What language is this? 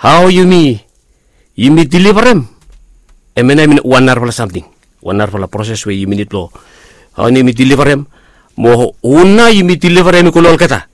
Bislama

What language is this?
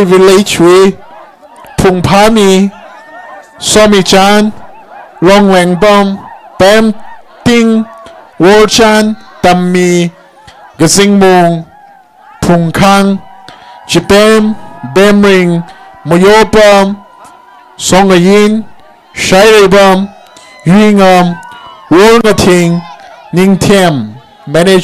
Tangkhul Naga (India)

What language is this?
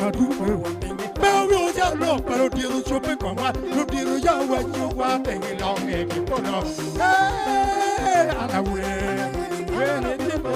Acoli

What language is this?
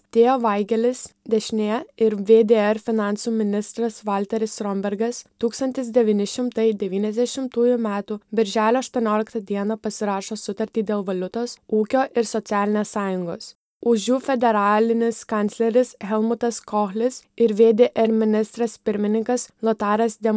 Lithuanian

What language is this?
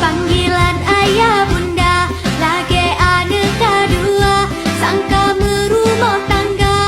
Achinese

